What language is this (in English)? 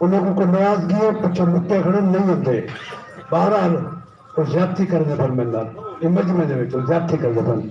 Saraiki